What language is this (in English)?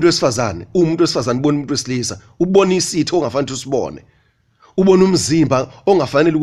Zulu